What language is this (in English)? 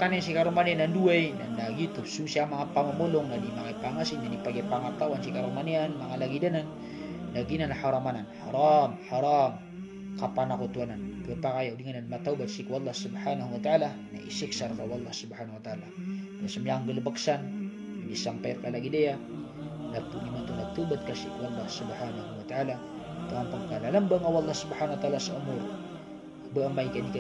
Maranao